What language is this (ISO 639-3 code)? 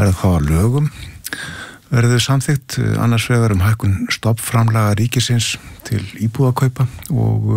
isl